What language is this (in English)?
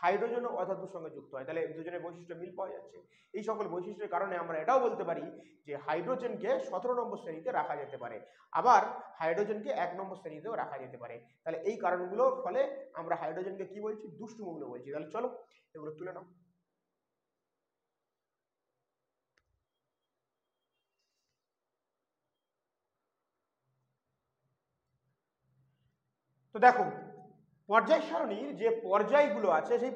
Bangla